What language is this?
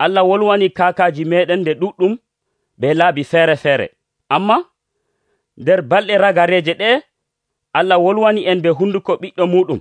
Nigerian Fulfulde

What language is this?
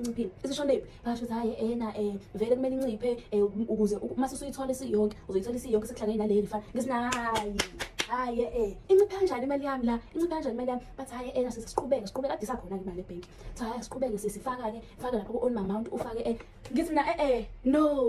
Zulu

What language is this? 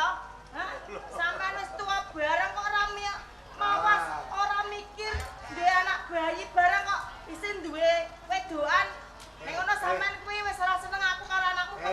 Javanese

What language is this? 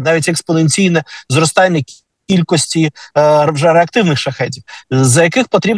Ukrainian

